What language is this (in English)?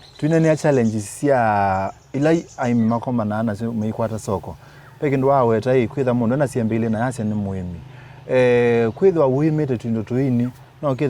Kamba